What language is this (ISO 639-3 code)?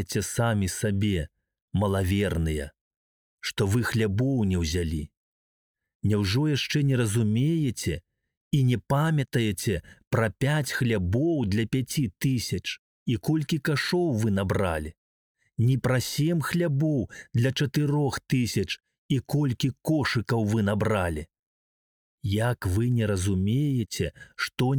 bel